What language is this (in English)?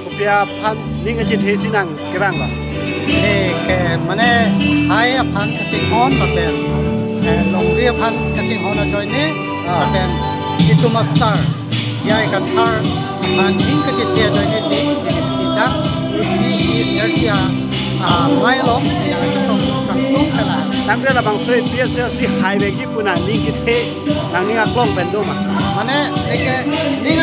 Karbi